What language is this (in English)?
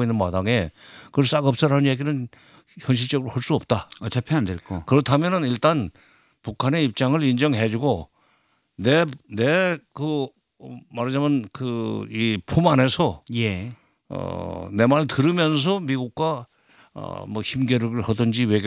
Korean